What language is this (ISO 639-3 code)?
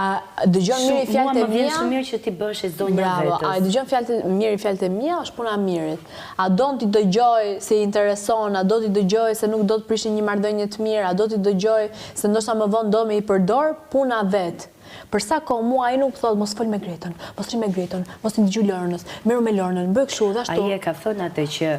sqi